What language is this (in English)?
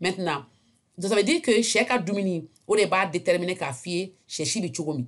Bambara